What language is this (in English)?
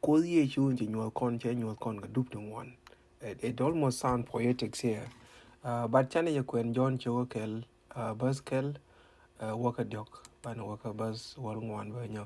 Nuer